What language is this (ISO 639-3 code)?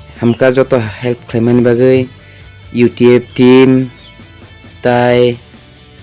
trp